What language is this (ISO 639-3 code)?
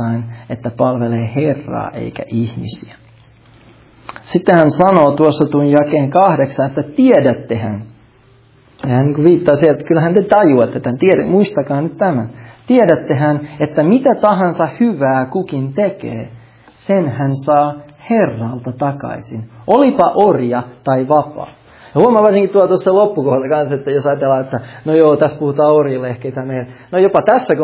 fin